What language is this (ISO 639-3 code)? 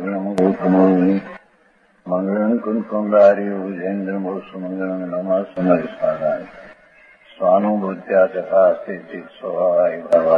guj